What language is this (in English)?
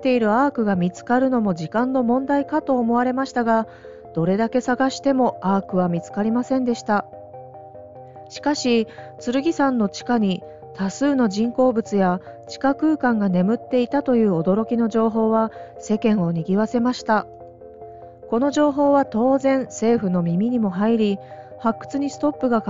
Japanese